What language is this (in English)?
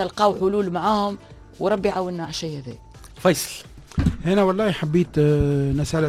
Tunisian Arabic